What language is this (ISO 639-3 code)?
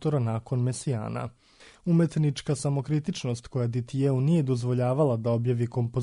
srp